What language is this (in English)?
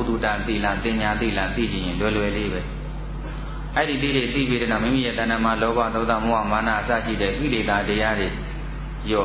Burmese